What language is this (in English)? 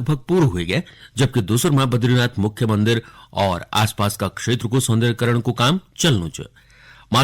Garhwali